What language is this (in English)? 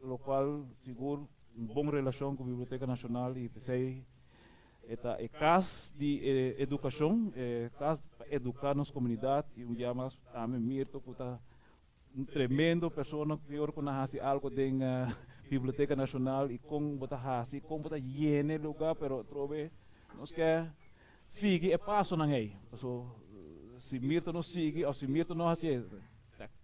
Papiamento